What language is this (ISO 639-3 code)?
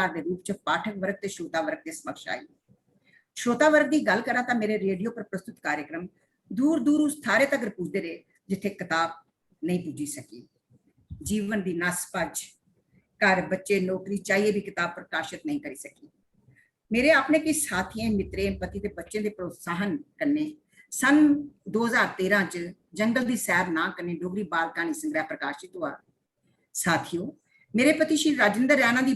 doi